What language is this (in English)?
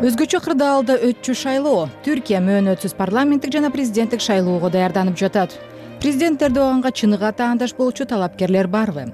Kyrgyz